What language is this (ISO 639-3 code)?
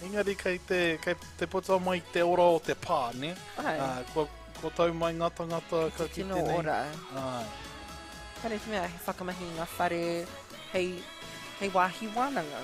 mri